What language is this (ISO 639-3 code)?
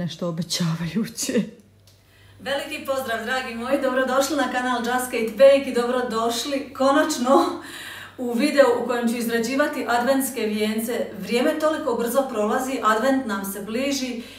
hrv